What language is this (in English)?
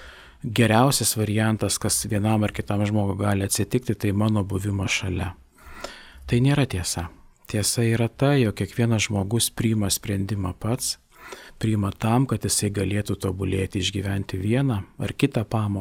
Lithuanian